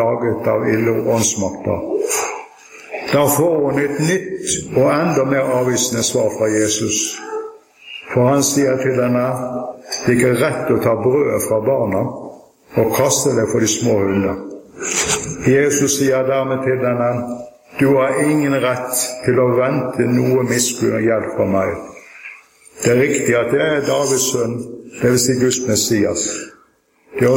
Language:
Norwegian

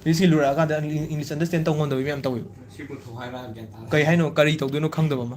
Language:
Manipuri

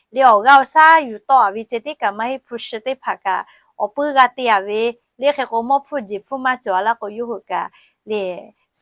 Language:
Lahu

